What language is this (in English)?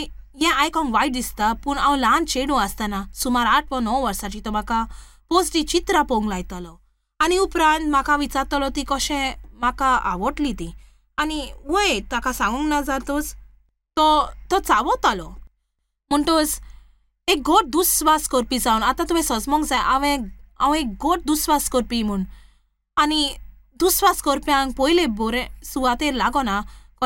Konkani